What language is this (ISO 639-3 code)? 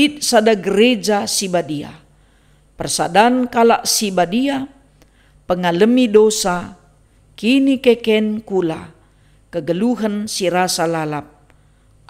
btx